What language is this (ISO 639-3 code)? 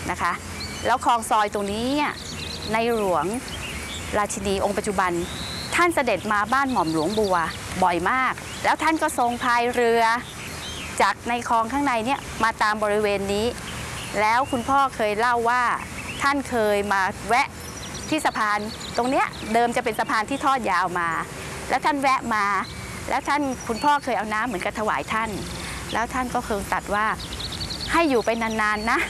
tha